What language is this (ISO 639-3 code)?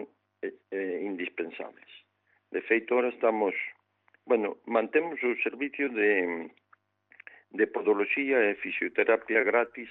glg